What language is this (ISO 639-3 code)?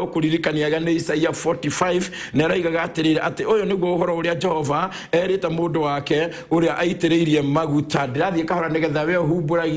kik